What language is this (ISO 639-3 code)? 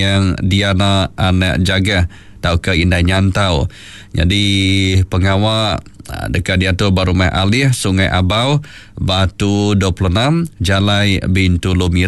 iba